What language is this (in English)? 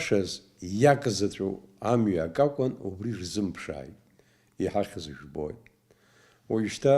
Abkhazian